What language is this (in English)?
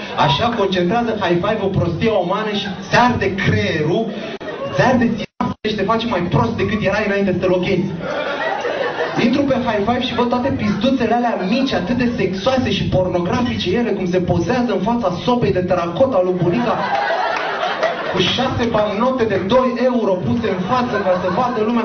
Romanian